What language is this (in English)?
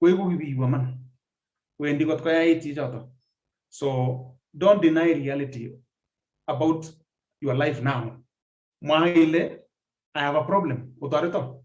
Kalenjin